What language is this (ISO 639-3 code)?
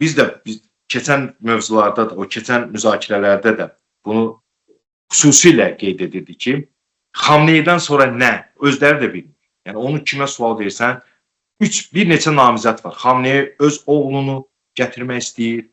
aze